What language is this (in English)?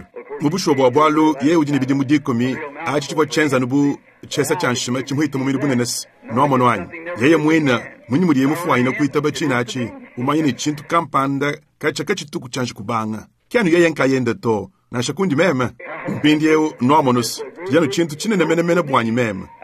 Luba-Lulua